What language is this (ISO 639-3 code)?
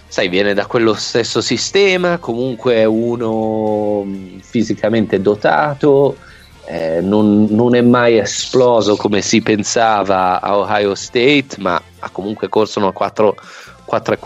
ita